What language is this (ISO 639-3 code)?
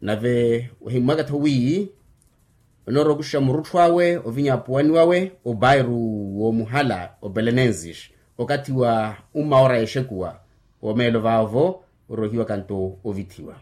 vmw